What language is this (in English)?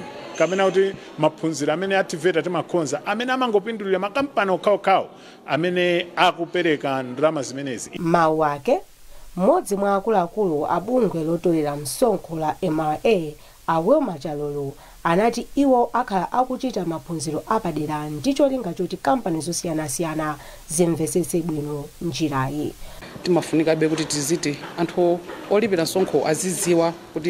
Nyanja